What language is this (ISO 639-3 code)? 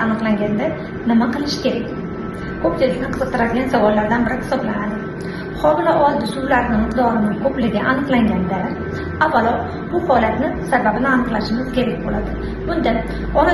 uzb